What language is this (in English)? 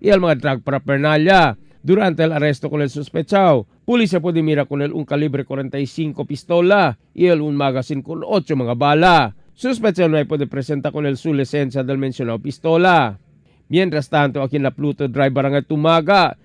Chavacano